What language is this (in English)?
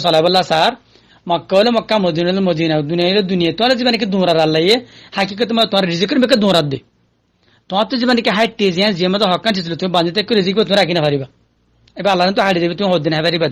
Rohingya